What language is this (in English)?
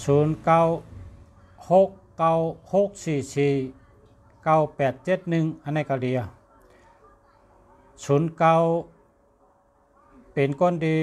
Shan